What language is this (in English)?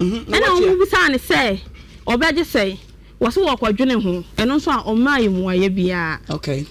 Akan